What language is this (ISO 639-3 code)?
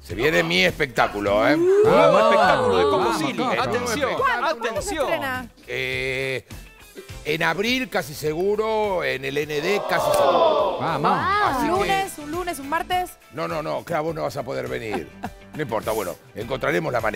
spa